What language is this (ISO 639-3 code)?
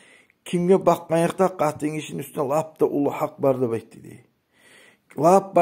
kum